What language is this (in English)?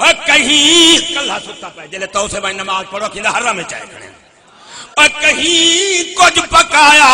Saraiki